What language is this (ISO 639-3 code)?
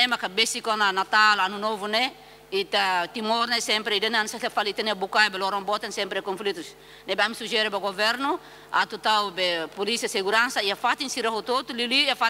tet